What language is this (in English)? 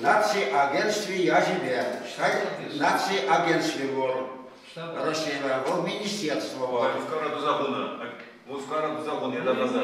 Chuvash